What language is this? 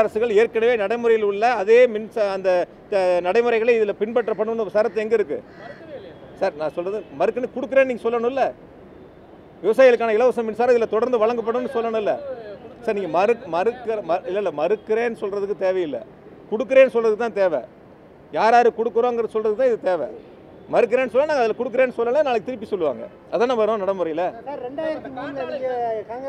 Tamil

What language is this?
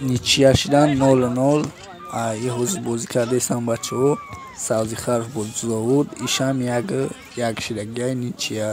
Tajik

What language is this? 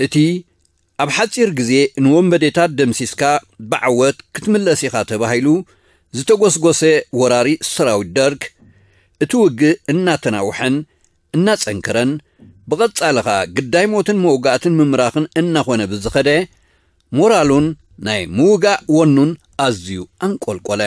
Tigrinya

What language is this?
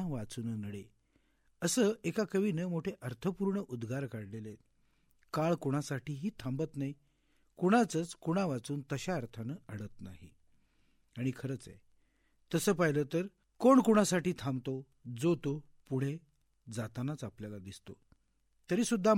Marathi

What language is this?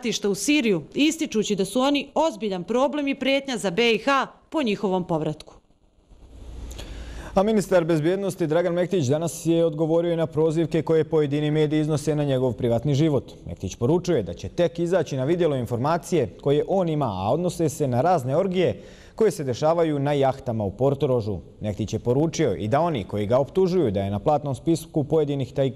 Bosnian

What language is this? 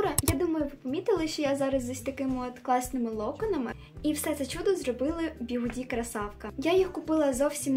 Ukrainian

